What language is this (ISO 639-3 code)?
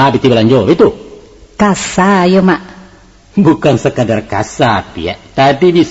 min